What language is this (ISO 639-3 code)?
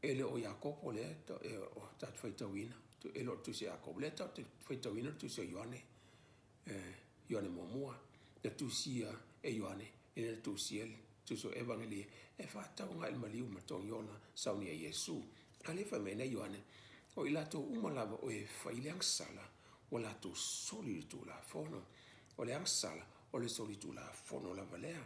smo